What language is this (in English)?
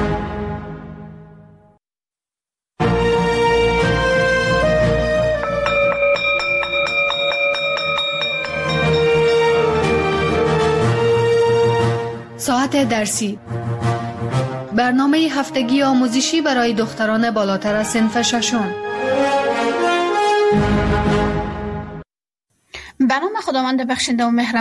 Persian